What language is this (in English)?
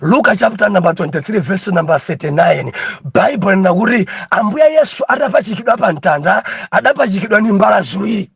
Nyanja